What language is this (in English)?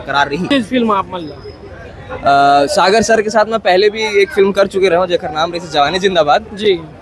Chhattisgarhi